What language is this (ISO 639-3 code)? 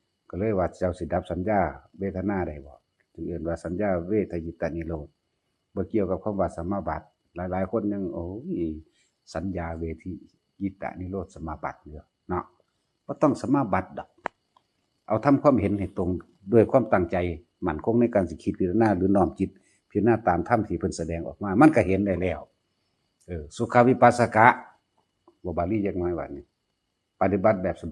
tts